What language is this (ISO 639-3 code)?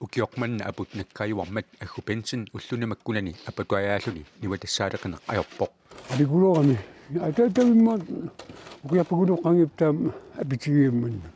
kal